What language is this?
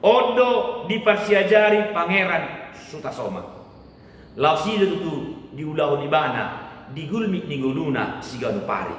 Batak Toba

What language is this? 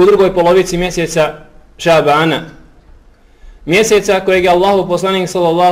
Bosnian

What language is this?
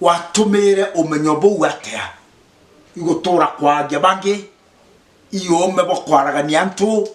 Meru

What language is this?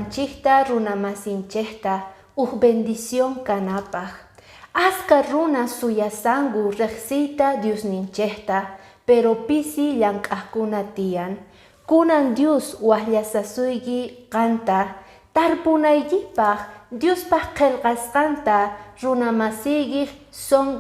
Quechua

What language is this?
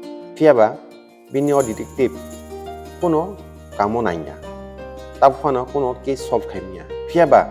Kok Borok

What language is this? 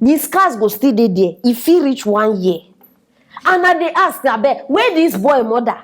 Nigerian Pidgin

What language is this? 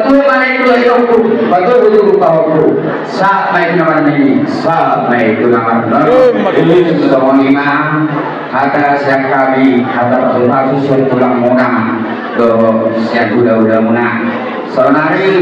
Batak Toba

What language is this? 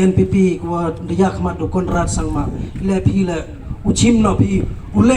Pnar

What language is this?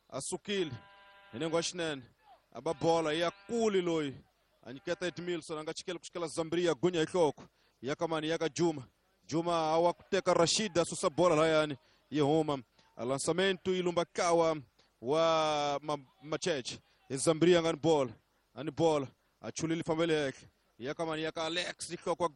Tsonga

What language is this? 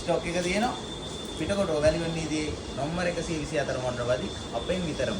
Sinhala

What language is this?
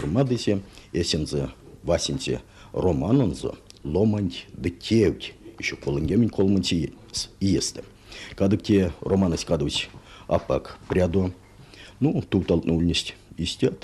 Erzya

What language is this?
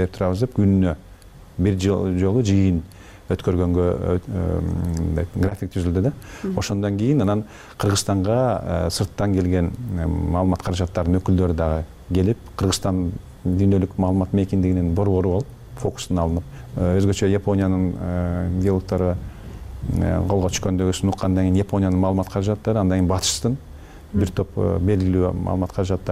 Kyrgyz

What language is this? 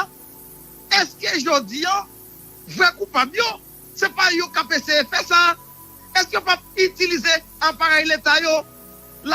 Haitian Creole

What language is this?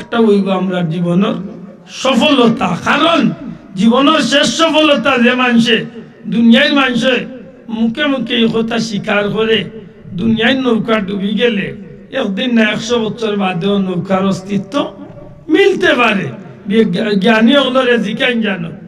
Sylheti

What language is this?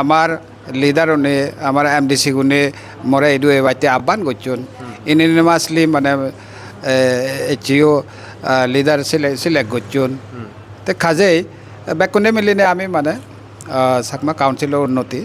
Chakma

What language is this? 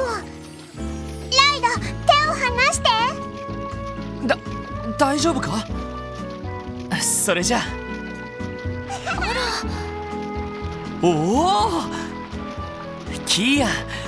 Japanese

